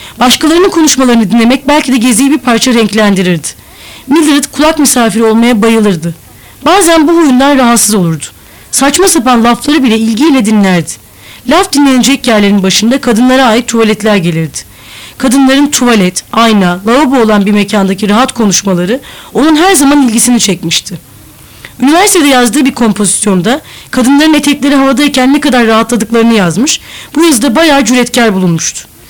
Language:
Turkish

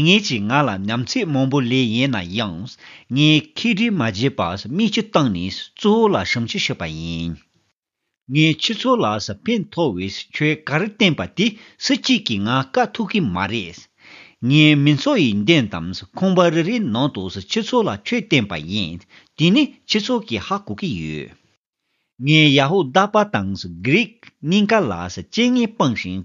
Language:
Tibetan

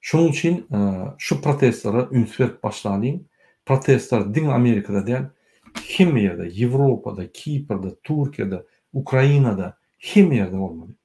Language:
Turkmen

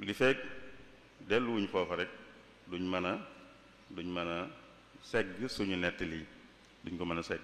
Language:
Wolof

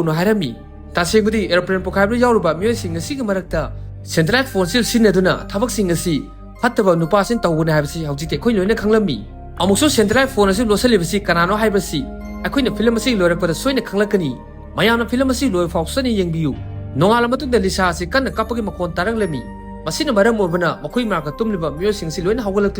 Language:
Manipuri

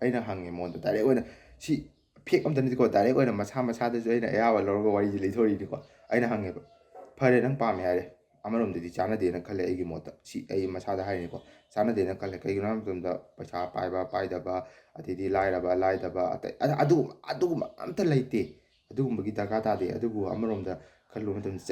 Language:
Manipuri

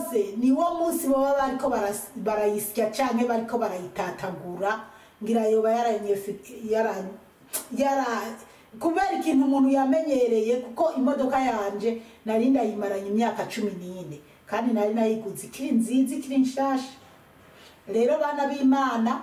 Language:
Rundi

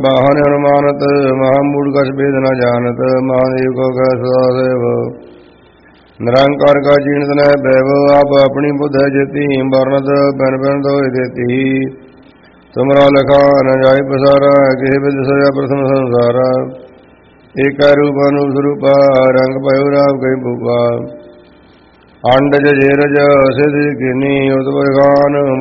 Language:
Punjabi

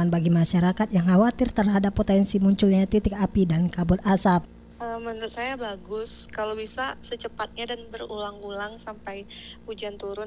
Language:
Indonesian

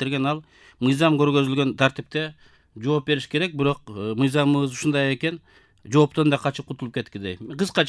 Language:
Kyrgyz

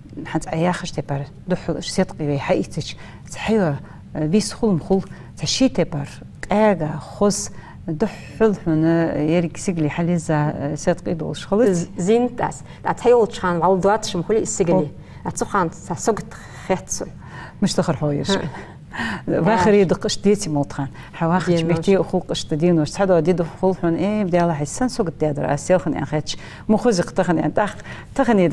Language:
Ingush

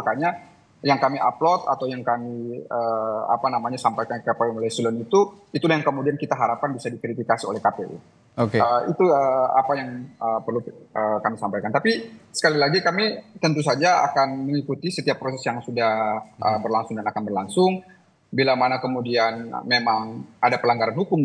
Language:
Indonesian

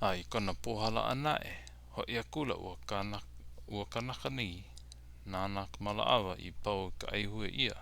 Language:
Hawaiian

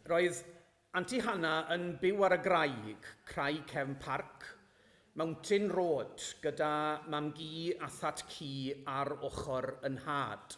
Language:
Welsh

